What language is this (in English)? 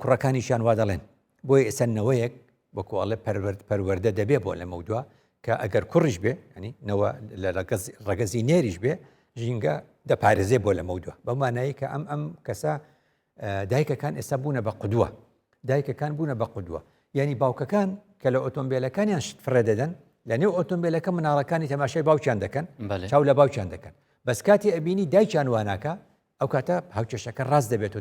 Central Kurdish